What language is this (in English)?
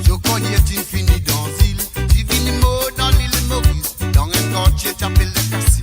Morisyen